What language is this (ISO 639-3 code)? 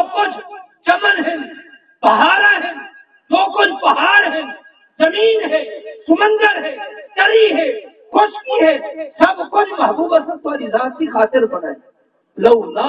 skr